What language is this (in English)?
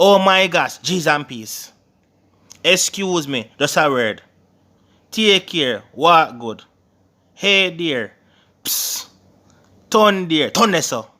Jamaican Creole English